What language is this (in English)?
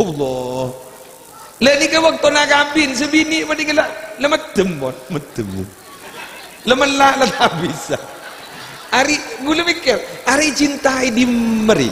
Madurese